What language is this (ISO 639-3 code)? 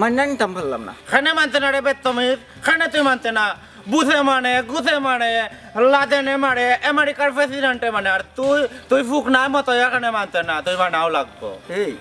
syl